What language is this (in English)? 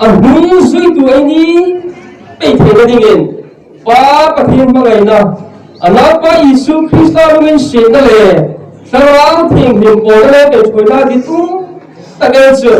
Hmar